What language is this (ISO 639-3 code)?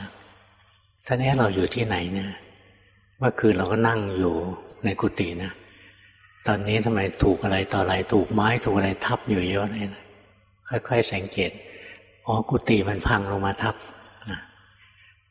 tha